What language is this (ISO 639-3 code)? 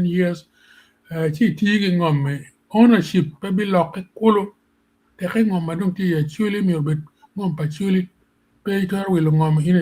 ach